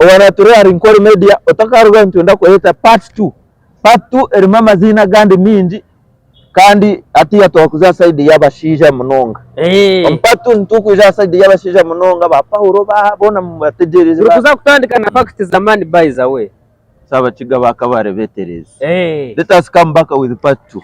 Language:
Nyankole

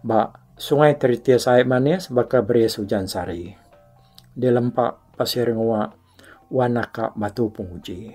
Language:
Iban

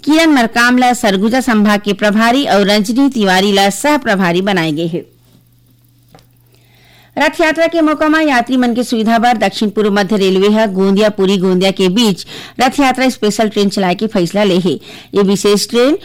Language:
Chhattisgarhi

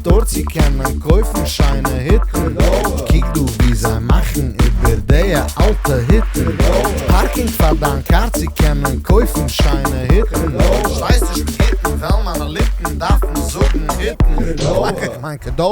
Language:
Yiddish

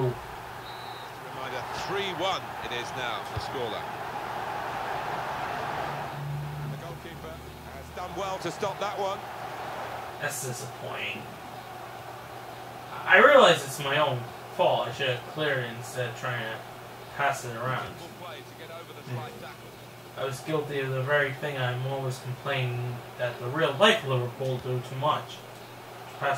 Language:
English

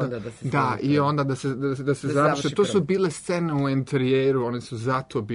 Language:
Serbian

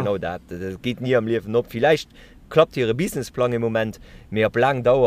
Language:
Luxembourgish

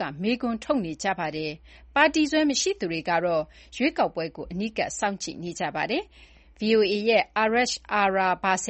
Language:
Burmese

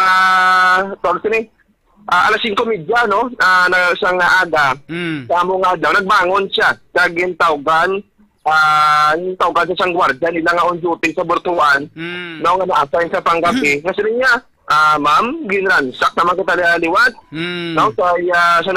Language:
Hiligaynon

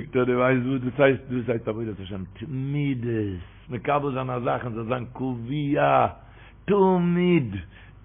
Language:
Yiddish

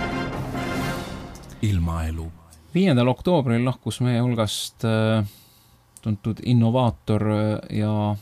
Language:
Estonian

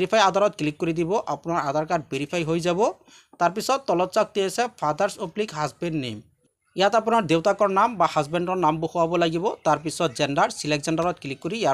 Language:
Assamese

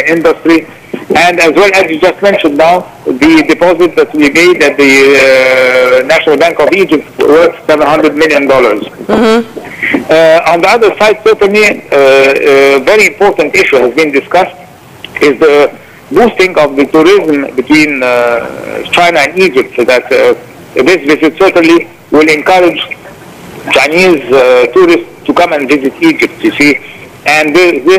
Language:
English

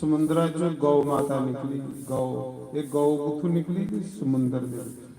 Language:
Dogri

